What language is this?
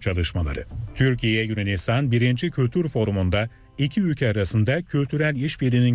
Turkish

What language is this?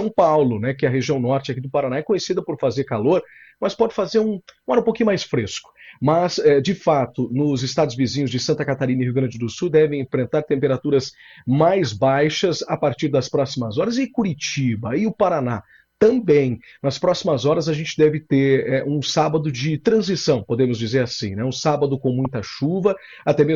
Portuguese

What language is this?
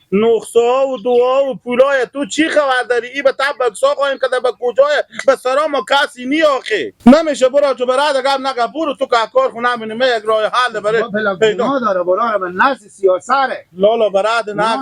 Hazaragi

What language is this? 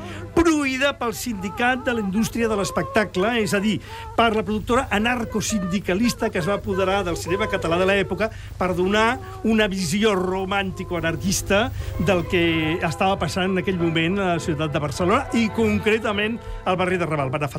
Catalan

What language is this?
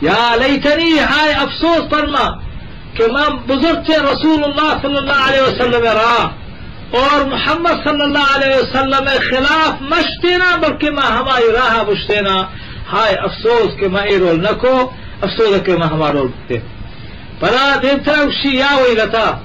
Eastern Balochi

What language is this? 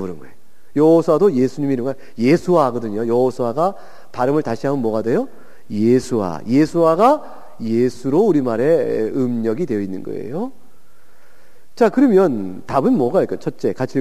Korean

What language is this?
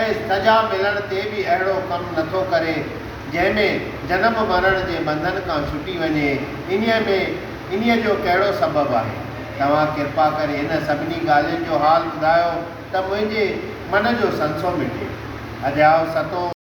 Sindhi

